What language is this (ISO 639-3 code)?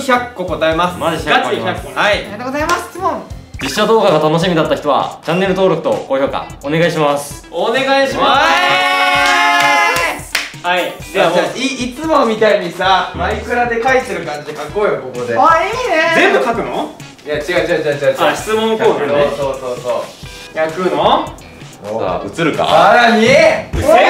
jpn